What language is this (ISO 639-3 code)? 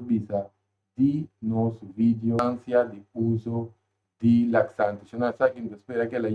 pap